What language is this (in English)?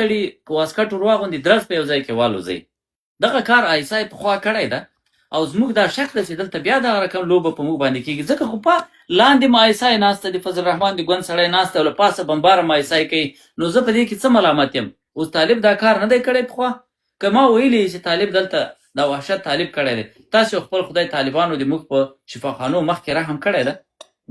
Pashto